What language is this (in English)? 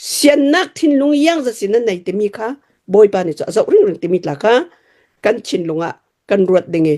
Hakha Chin